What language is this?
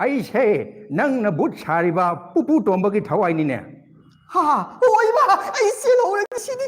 Manipuri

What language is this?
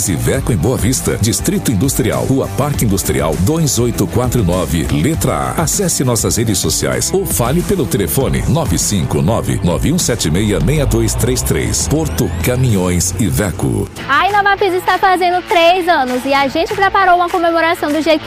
Portuguese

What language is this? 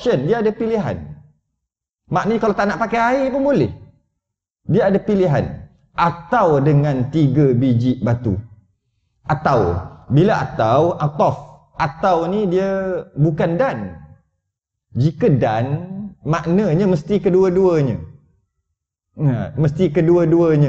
Malay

